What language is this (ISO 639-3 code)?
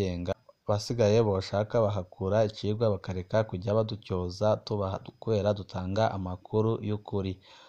run